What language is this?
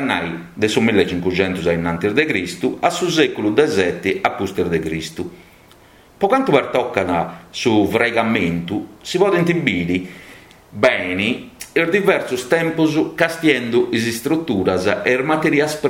Sardinian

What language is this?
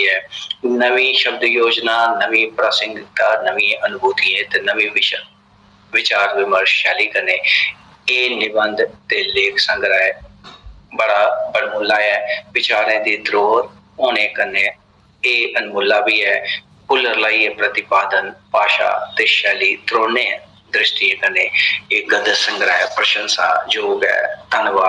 Dogri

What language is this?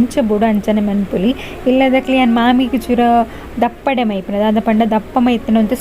Tulu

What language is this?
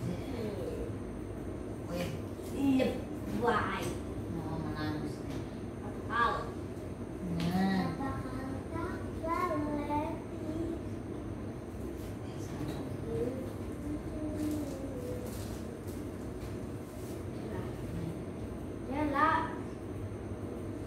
Indonesian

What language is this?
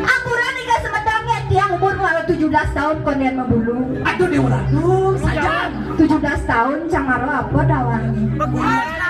Balinese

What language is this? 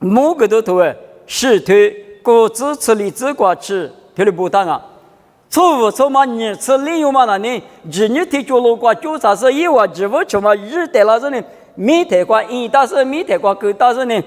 Lisu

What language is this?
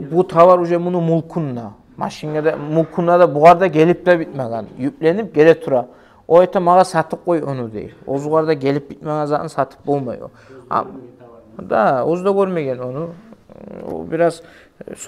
Kumyk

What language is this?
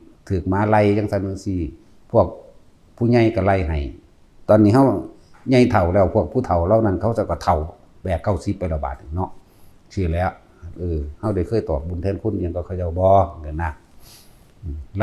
Northeastern Thai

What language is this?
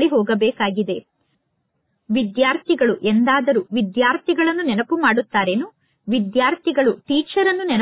Kannada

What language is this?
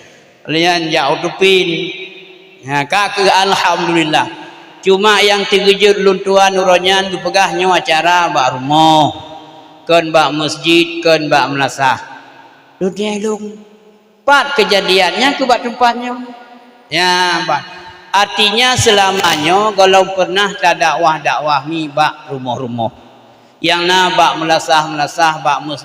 Achinese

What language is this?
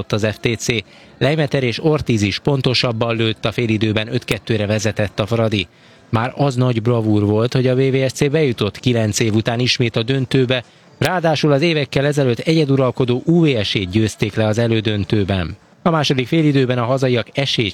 Hungarian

